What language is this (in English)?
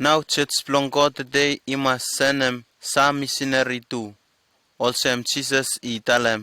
Bislama